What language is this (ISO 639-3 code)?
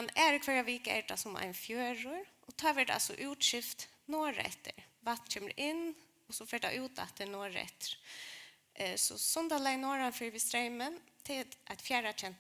fao